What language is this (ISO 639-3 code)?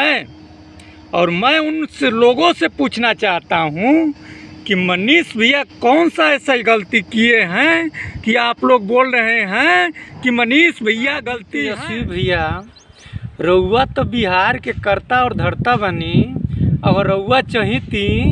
bho